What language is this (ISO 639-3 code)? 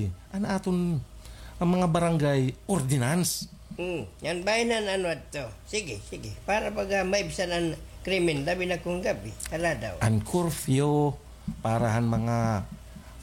war